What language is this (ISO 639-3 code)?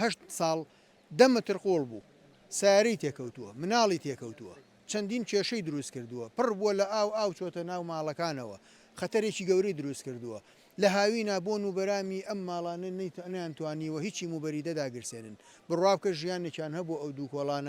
ckb